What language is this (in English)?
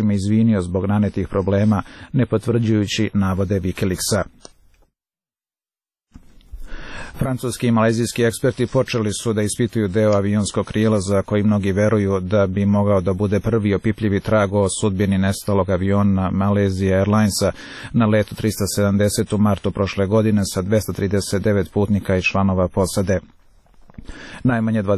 Serbian